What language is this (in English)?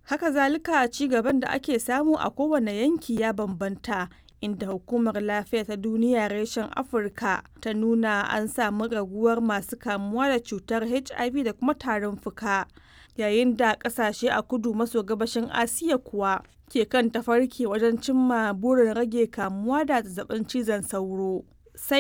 Hausa